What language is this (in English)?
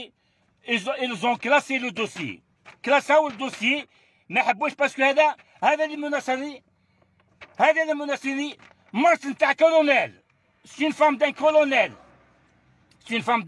Algerian Arabic